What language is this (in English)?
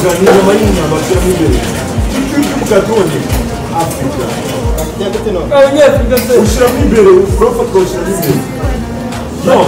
Kinyarwanda